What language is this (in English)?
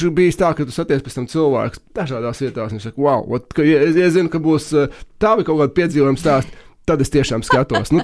Latvian